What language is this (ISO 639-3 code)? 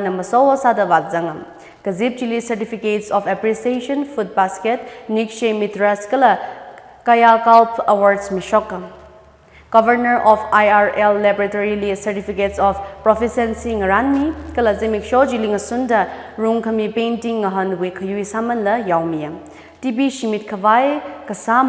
nmf